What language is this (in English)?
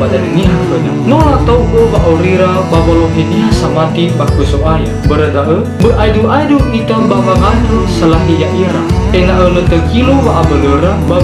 Nias